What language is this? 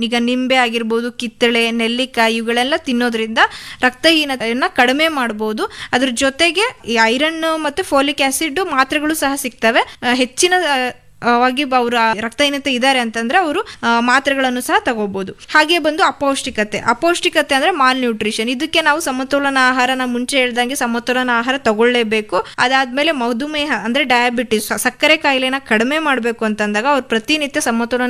Kannada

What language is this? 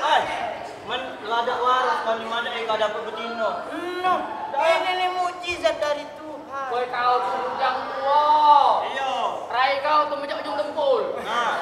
Musi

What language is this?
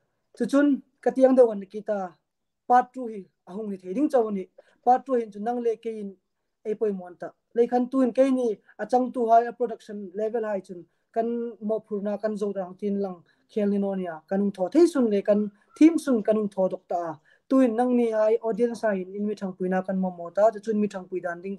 Hmar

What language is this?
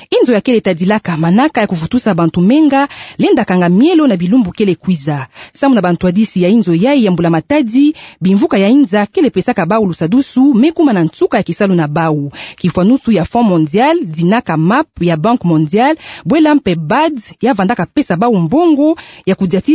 Kituba (Democratic Republic of Congo)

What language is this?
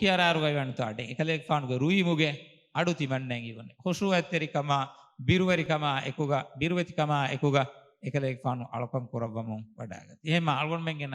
Divehi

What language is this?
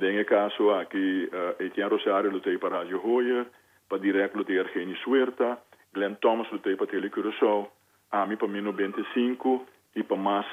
Papiamento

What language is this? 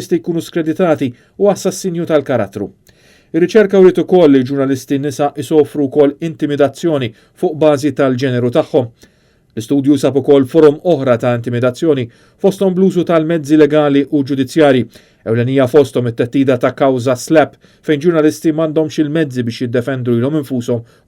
Maltese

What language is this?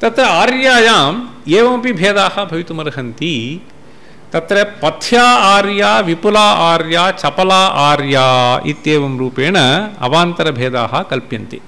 Sanskrit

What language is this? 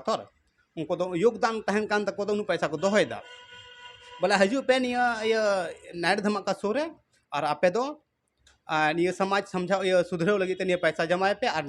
Santali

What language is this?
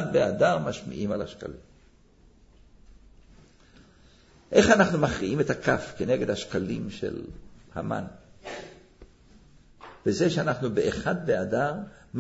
Hebrew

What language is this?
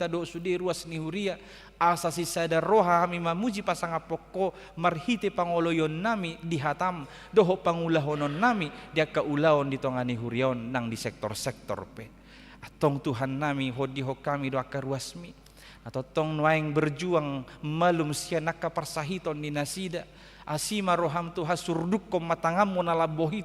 Batak Toba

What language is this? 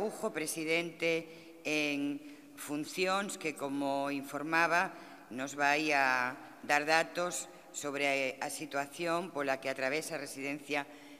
Galician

